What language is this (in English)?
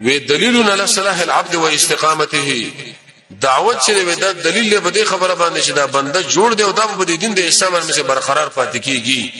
Pashto